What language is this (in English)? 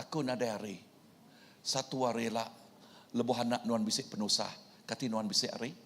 Iban